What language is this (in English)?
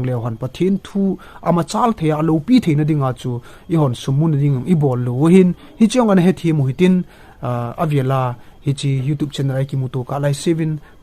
Thado Chin